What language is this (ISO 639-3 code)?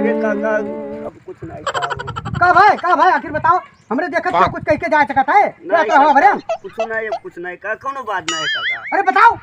awa